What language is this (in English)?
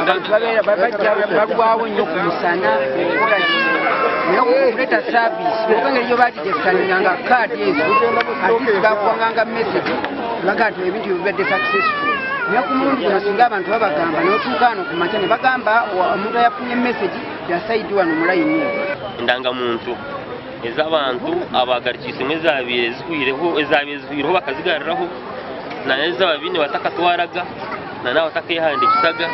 Nyankole